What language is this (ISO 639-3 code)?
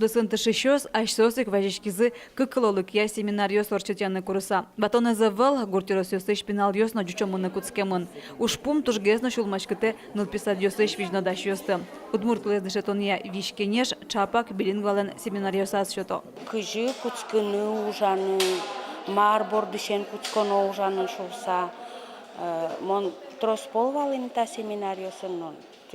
udm